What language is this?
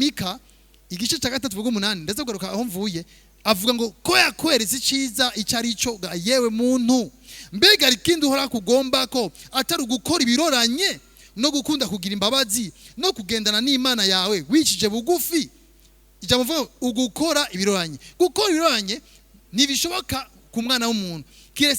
Rundi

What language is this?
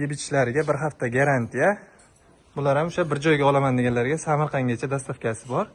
Uzbek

